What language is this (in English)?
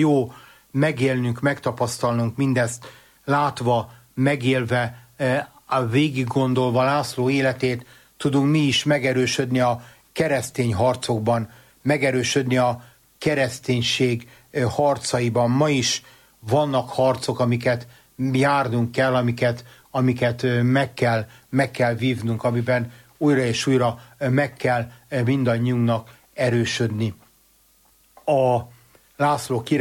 Hungarian